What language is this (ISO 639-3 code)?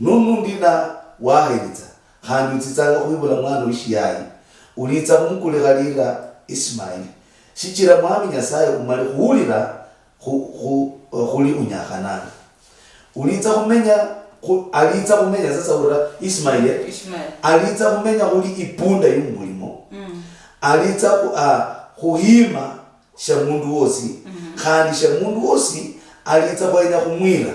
luy